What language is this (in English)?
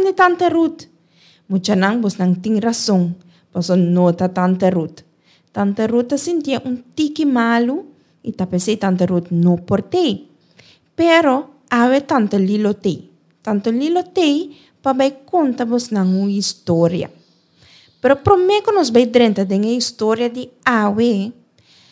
Papiamento